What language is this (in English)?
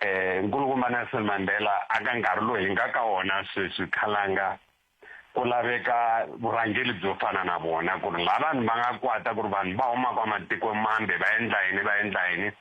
Tsonga